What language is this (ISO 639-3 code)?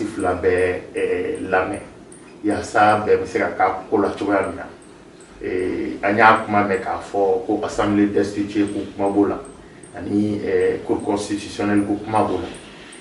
bam